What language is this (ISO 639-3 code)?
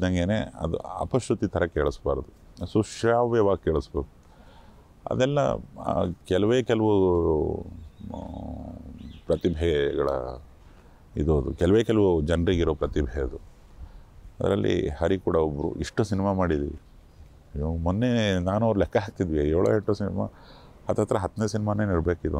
kan